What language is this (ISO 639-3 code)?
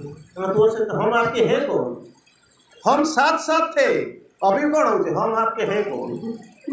ori